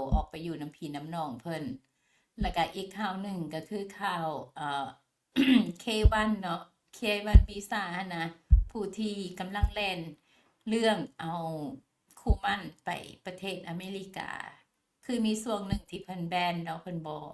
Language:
Lao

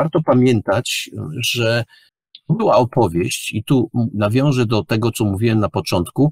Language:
Polish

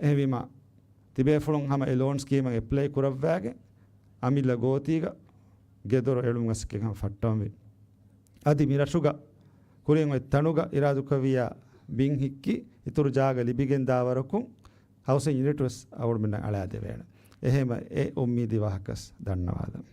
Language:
Divehi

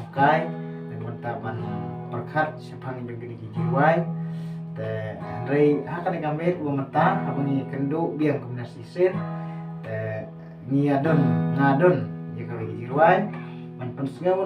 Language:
Khasi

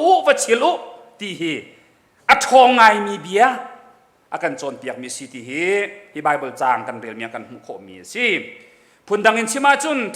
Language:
Hakha Chin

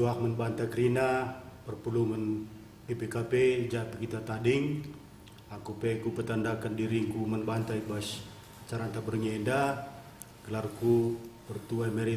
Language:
Batak Karo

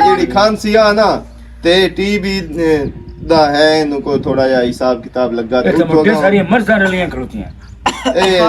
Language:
Western Panjabi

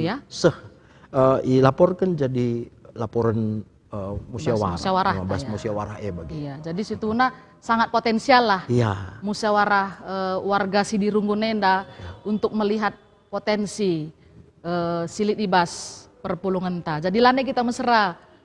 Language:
Batak Karo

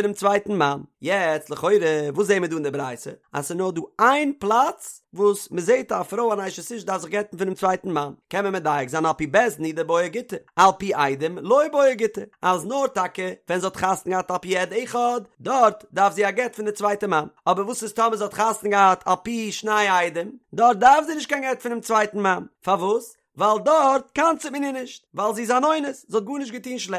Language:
Yiddish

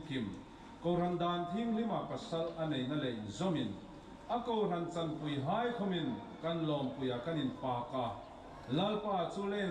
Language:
Hmar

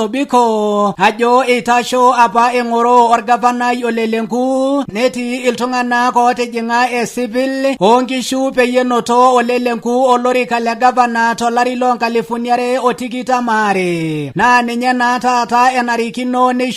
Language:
Masai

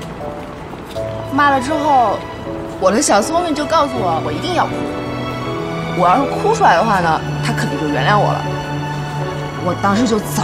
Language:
Chinese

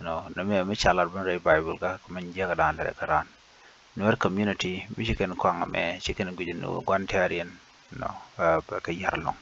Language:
Nuer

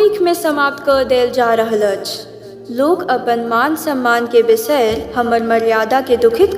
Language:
Maithili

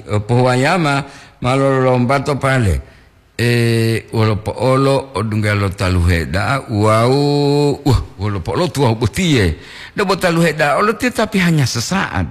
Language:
Gorontalo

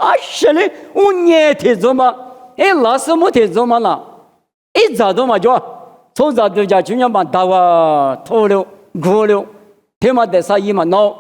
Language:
Lisu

